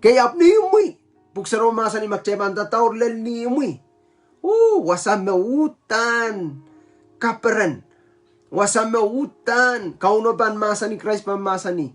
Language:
Pohnpeian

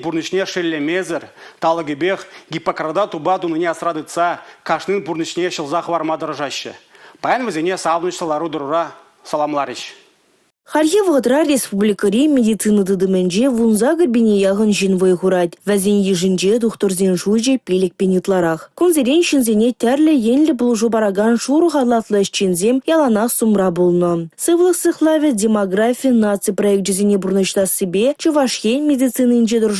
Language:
Chuvash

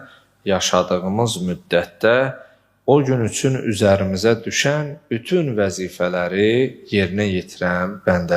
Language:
Azerbaijani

